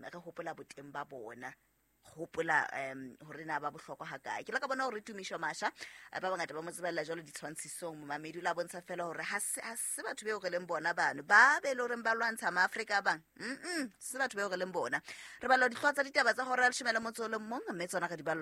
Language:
Southern Sotho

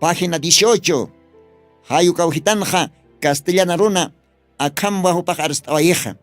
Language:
Aymara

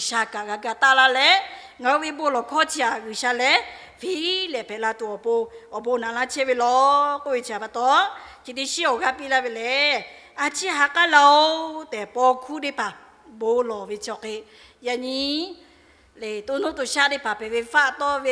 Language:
Lahu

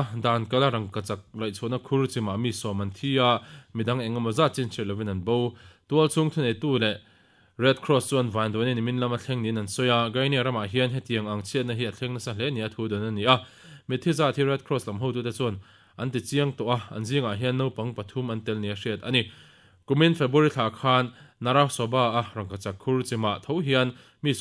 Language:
Mizo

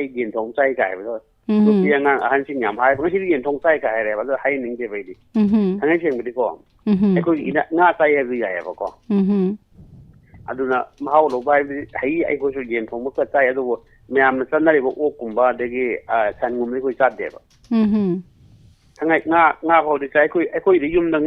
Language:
Manipuri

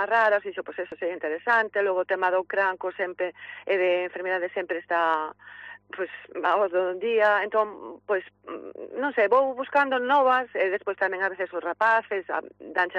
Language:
Galician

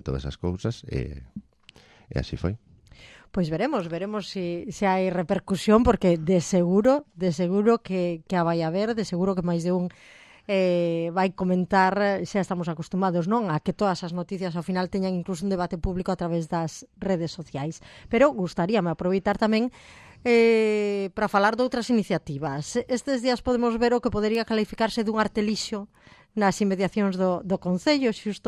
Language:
Galician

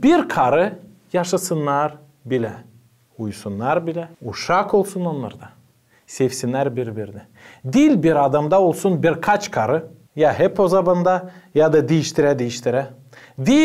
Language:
Gagauz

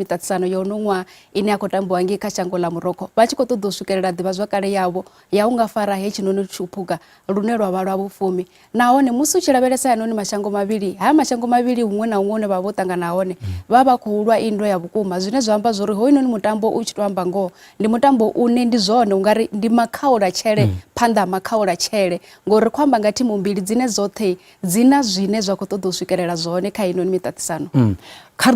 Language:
Venda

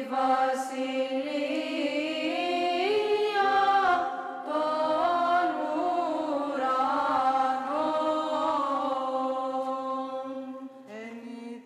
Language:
Greek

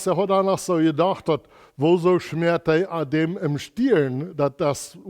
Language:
Plautdietsch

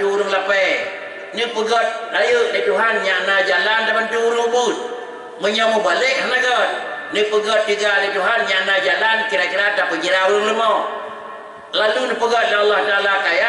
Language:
Achinese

